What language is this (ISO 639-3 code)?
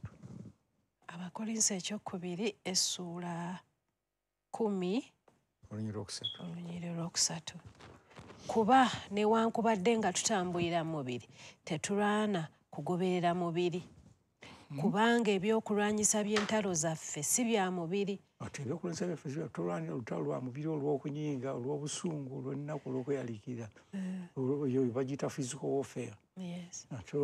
lug